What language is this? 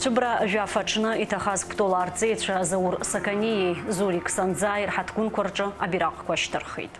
Abkhazian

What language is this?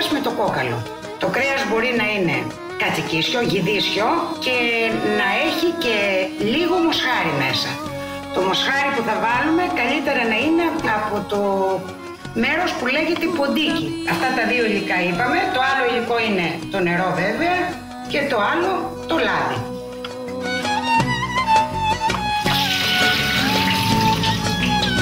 Greek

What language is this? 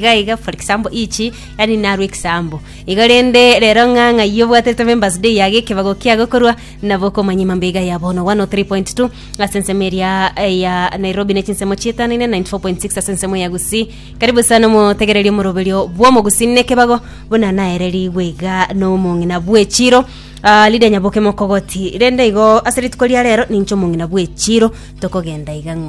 Gusii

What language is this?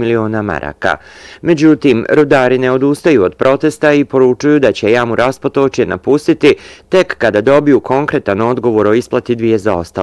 Bosnian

